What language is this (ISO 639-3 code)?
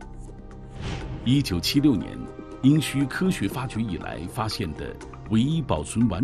zho